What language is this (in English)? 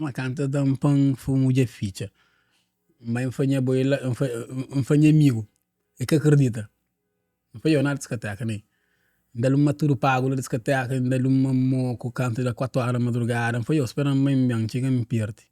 Kabuverdianu